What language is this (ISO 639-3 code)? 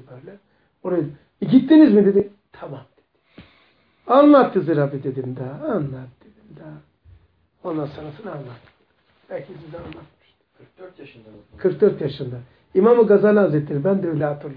tur